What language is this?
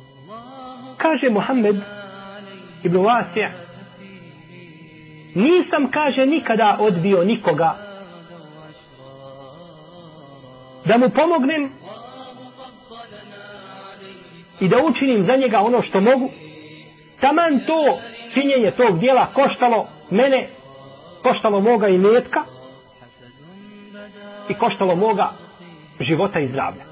Bosnian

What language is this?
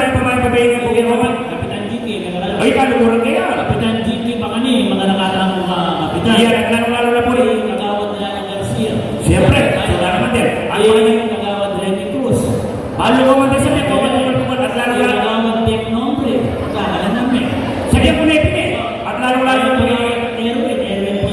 Pampanga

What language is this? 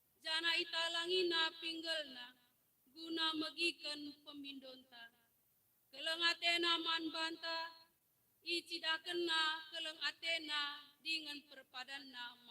Batak Karo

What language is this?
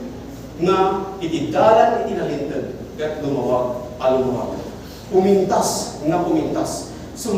Iloko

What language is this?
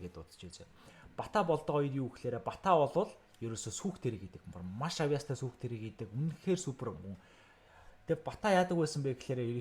Mongolian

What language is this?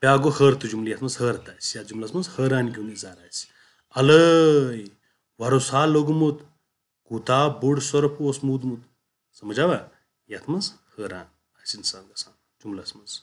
Kashmiri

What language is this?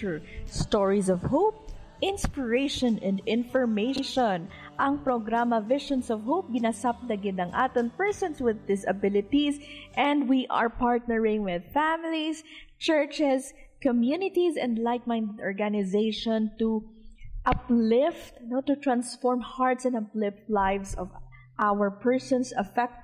Hiligaynon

